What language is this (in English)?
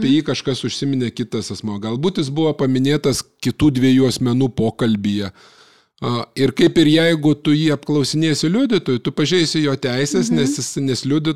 Lithuanian